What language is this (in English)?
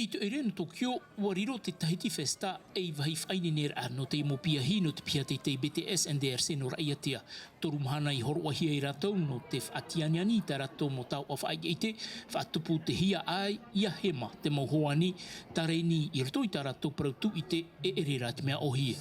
Tahitian